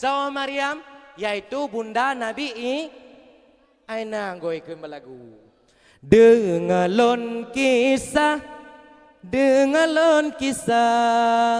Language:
Achinese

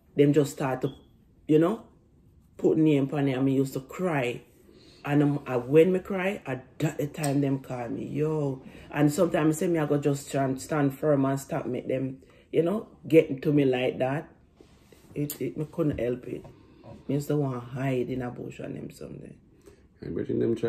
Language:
Jamaican Creole English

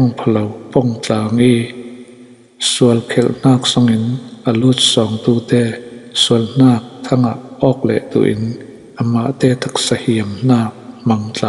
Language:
Falam Chin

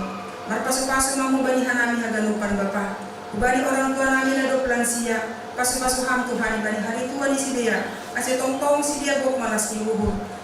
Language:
Batak Simalungun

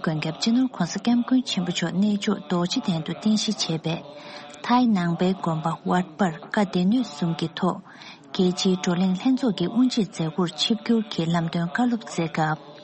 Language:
Tibetan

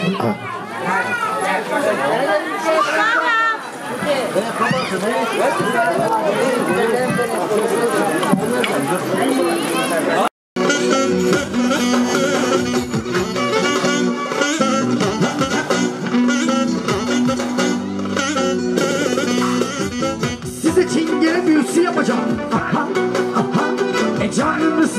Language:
Turkish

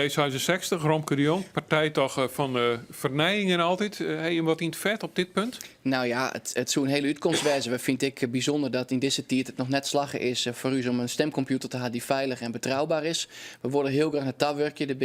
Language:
Western Frisian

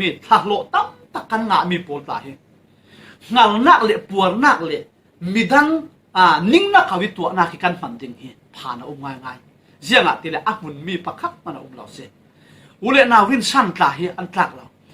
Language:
Falam Chin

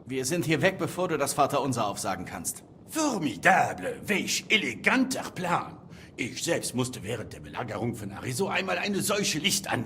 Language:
Bavarian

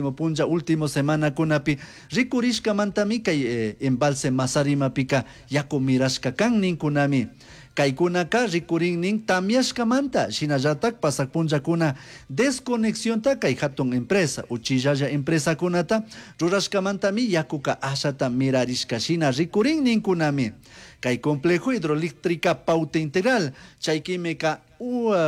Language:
Chimborazo Highland Quichua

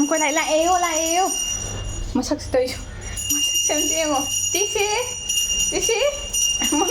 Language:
Manipuri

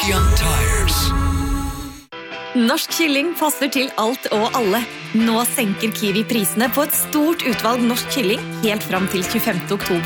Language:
Norwegian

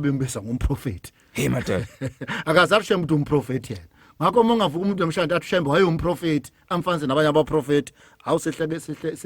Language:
Zulu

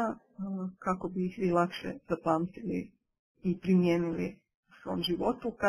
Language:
Croatian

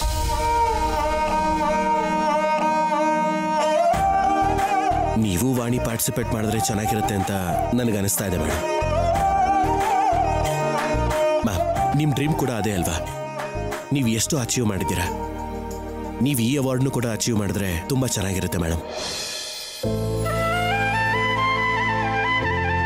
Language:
Kannada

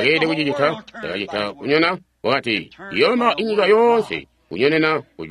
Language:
Tonga (Zambia)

